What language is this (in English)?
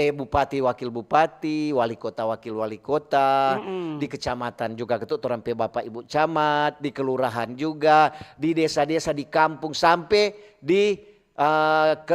Manado Malay